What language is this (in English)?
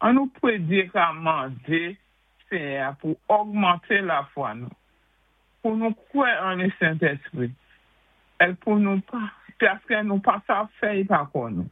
Saint Lucian Creole French